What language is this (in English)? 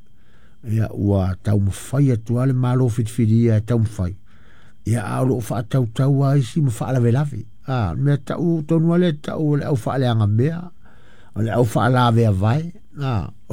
Samoan